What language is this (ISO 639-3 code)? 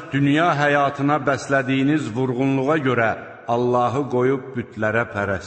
aze